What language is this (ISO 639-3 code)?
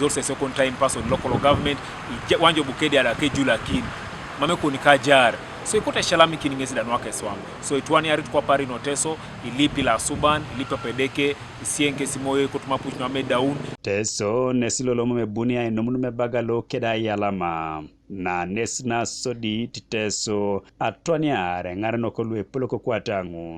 teo